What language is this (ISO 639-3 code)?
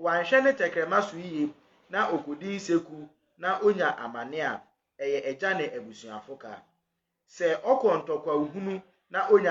aka